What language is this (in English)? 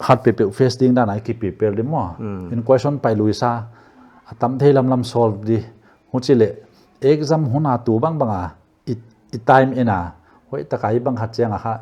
Paite Chin